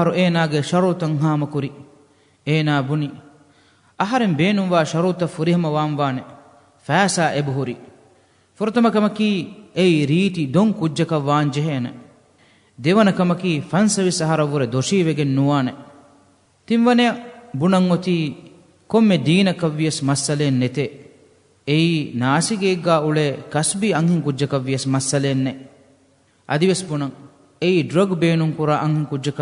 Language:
Divehi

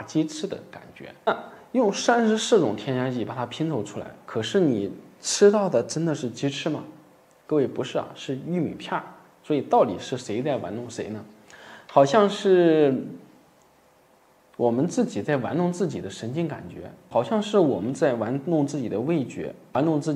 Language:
Chinese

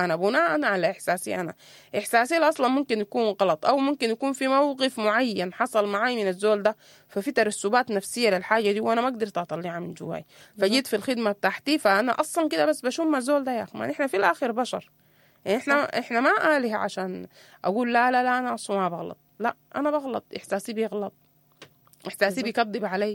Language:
Sudanese Arabic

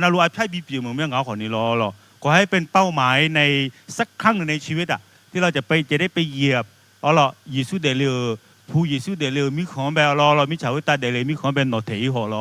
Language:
Akha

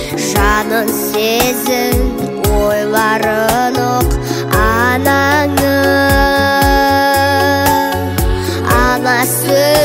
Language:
Kazakh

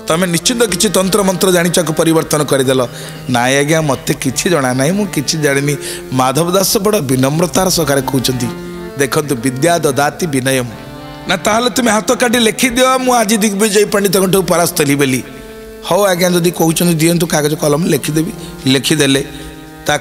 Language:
Odia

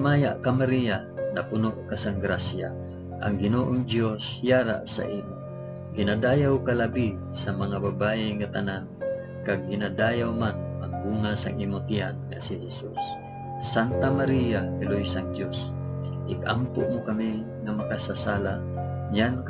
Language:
Hiligaynon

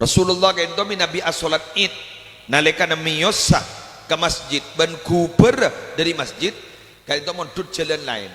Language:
Madurese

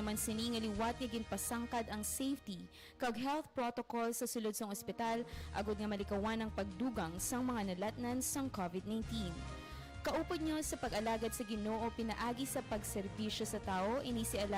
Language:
Hiligaynon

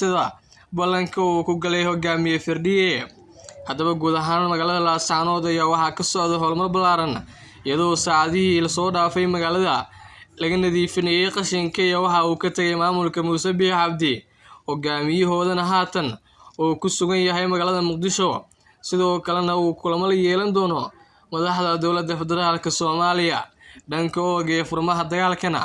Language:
Somali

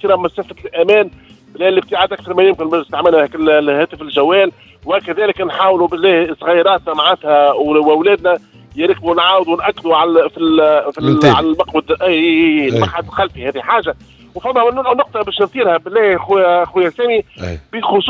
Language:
Tunisian Arabic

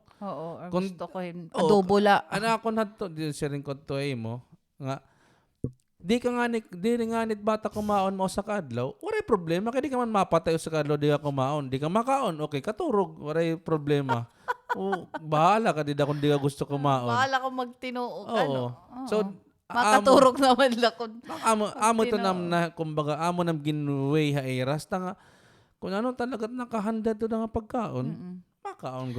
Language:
Waray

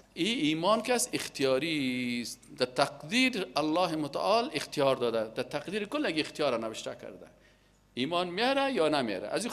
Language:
Persian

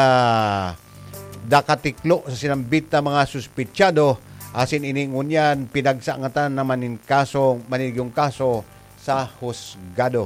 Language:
Bikol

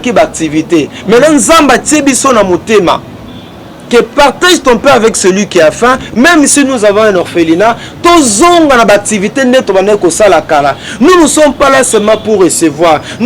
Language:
Lingala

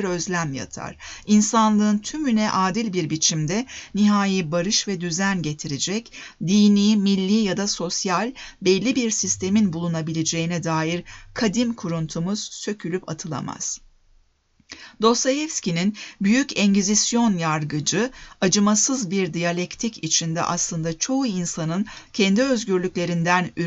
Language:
Turkish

